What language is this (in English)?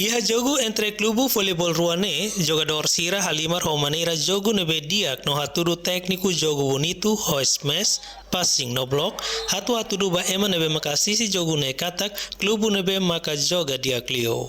Tetum